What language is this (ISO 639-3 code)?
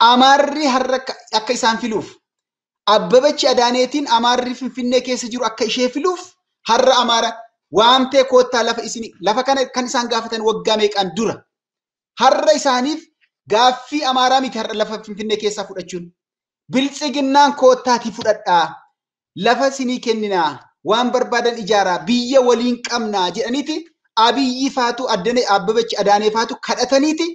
orm